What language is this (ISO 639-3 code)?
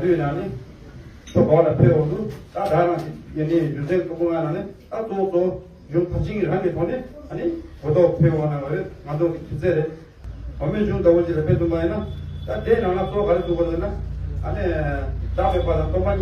bod